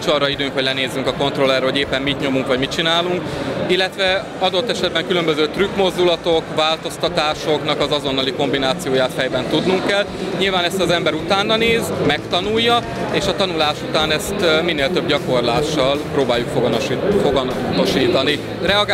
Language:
Hungarian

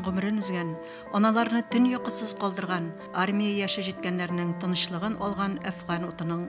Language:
Tatar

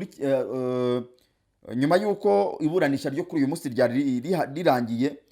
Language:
Kinyarwanda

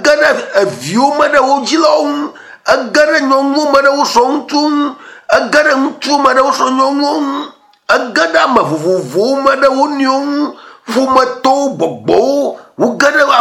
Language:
Ewe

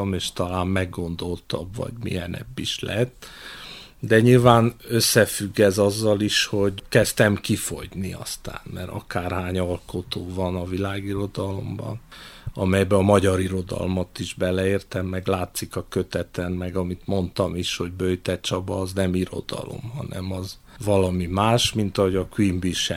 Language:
Hungarian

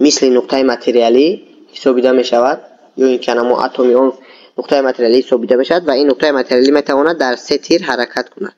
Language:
Tajik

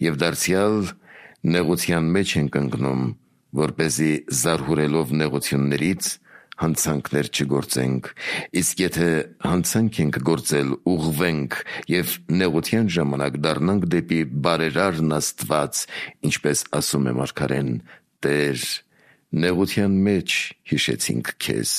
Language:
Armenian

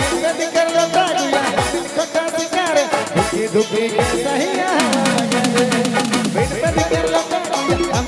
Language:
Sadri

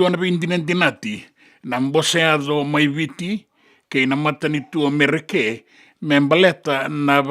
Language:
Fijian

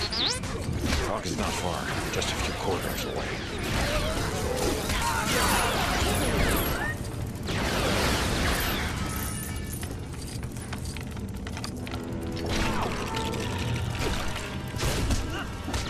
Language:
English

